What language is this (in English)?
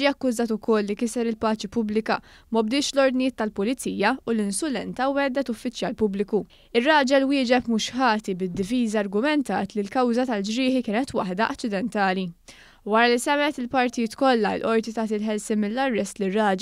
Maltese